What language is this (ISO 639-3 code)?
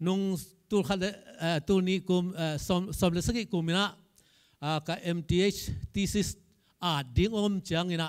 ctd